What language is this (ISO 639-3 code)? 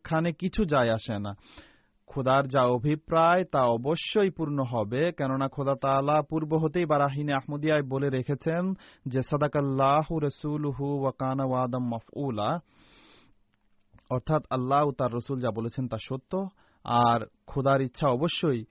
ben